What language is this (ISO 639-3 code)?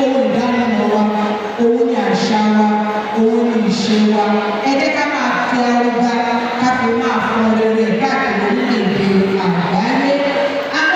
yor